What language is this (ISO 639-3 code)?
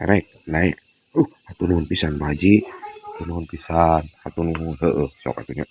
sun